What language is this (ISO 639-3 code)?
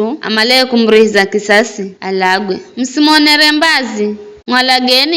nyf